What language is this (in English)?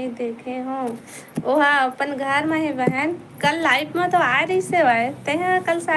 Chhattisgarhi